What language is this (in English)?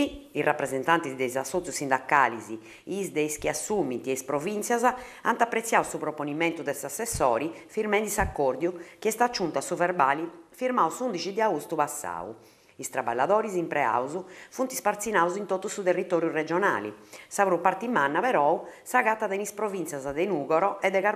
Sardinian